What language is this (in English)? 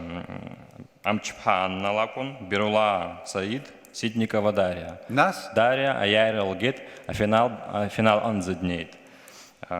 Abkhazian